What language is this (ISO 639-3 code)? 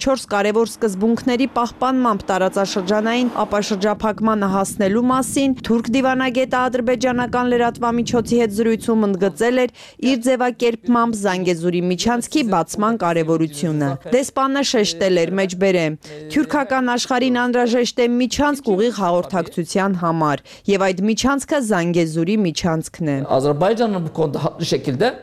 hye